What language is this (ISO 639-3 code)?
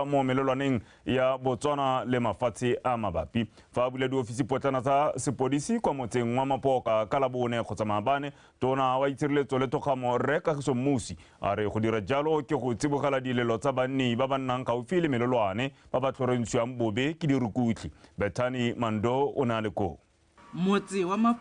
tsn